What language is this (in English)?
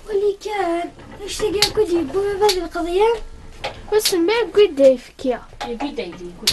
Kabyle